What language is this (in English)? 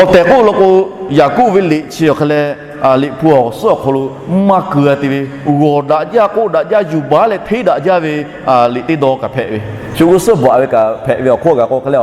Lahu